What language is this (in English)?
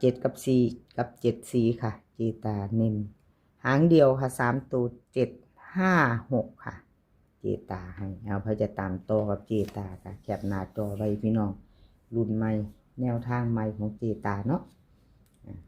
Northeastern Thai